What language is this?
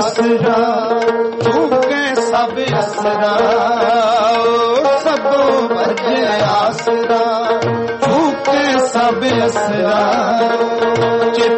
Punjabi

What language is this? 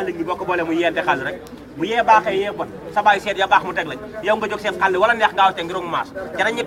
Wolof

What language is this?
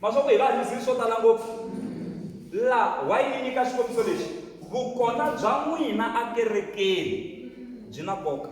Tsonga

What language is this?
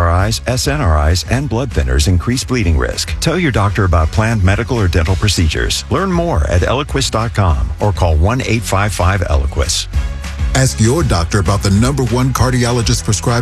English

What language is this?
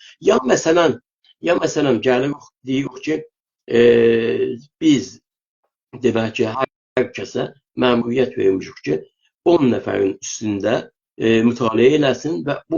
South Azerbaijani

